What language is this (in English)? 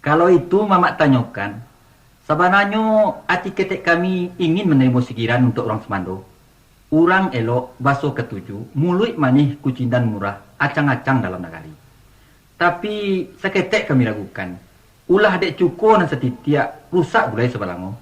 Minangkabau